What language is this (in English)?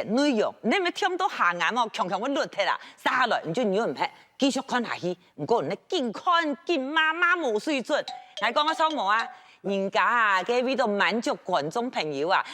Hakka Chinese